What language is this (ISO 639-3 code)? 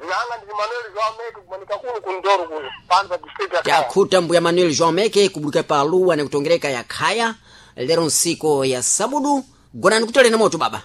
seh